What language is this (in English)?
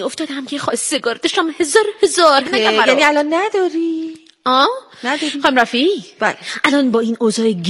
Persian